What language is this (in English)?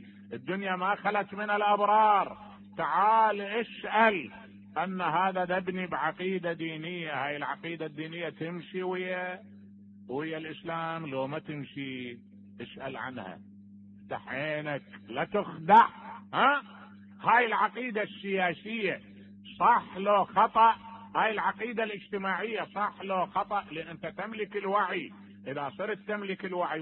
Mesopotamian Arabic